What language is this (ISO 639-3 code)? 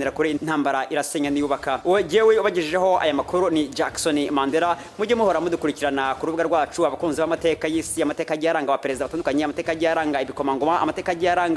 kin